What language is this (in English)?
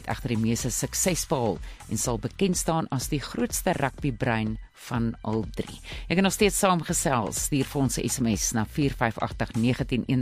Afrikaans